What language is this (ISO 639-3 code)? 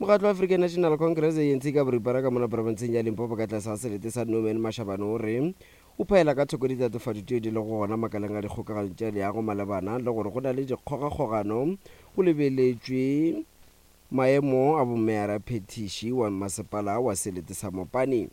nso